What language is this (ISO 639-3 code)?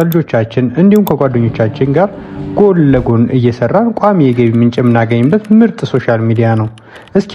amh